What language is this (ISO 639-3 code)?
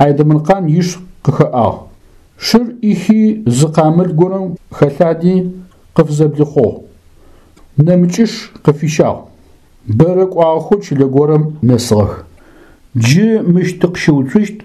ady